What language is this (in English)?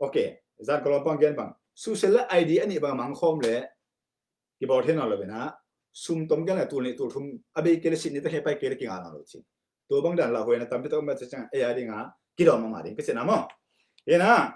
Tedim Chin